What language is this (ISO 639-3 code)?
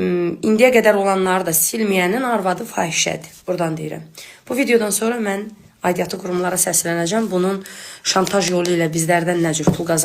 aze